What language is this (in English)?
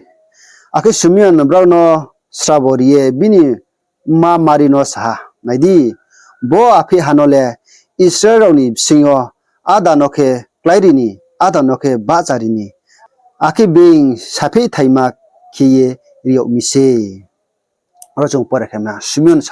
Riang (India)